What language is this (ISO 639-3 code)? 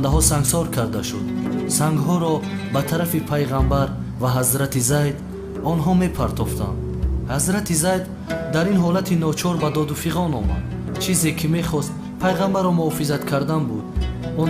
tgk